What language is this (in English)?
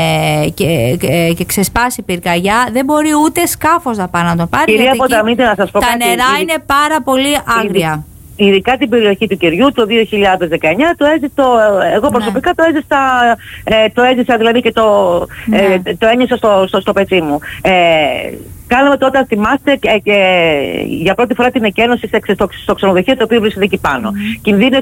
Greek